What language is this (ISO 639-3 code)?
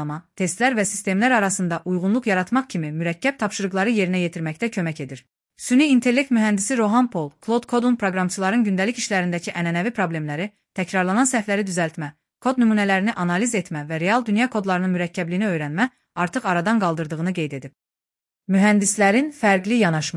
aze